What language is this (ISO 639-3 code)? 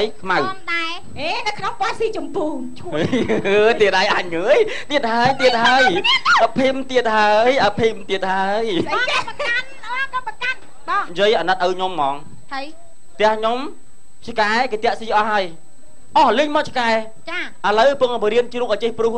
khm